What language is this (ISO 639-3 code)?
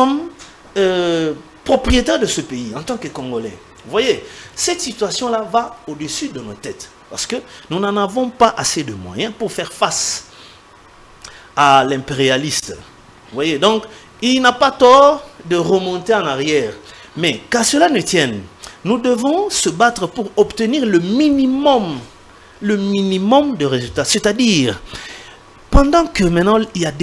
fra